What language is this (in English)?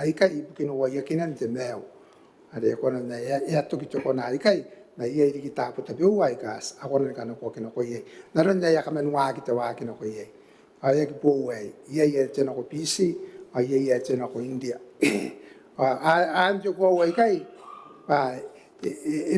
Gilbertese